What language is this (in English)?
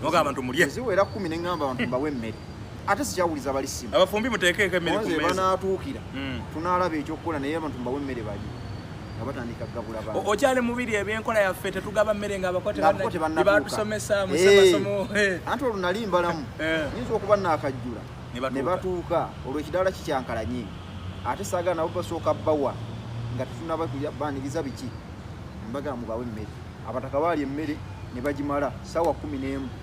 Ganda